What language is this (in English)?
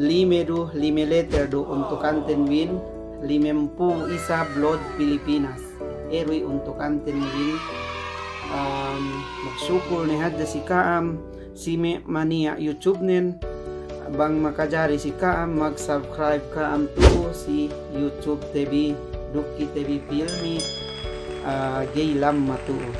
Yakan